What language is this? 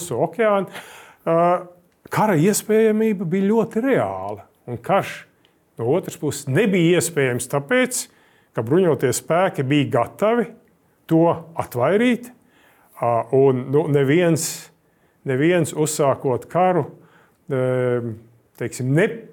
Latvian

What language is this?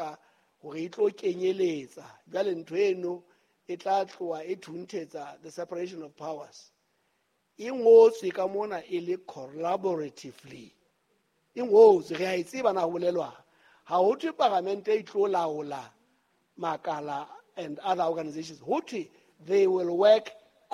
Southern Sotho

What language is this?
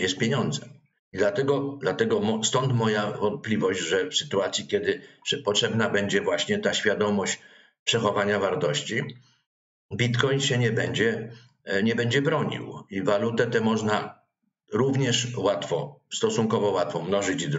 Polish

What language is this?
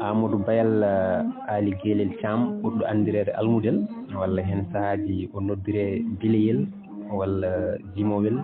Fula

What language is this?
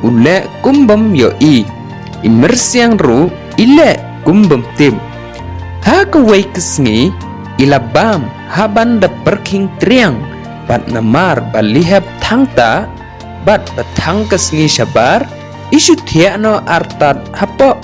Khasi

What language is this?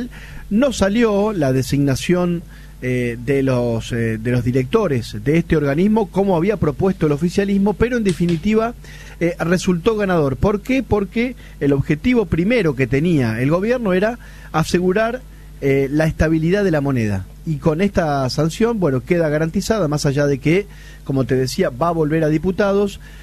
Spanish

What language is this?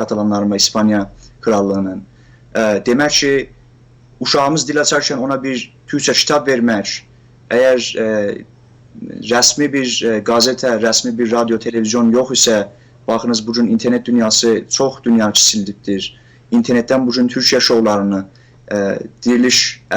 South Azerbaijani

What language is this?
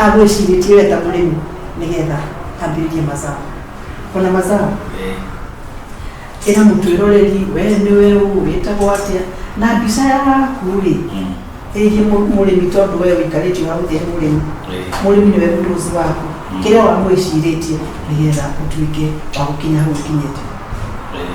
Kikuyu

